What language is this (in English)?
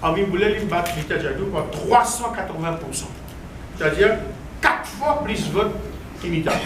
Morisyen